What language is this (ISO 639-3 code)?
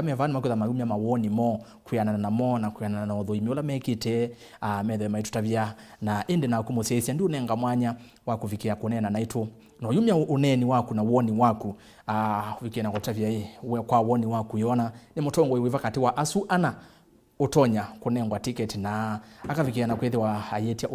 kam